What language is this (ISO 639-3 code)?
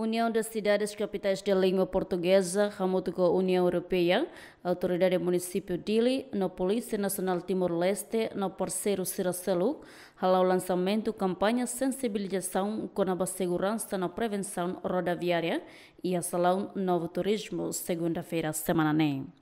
tet